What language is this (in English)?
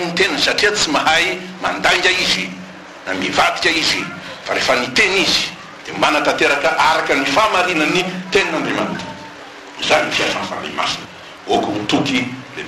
Malagasy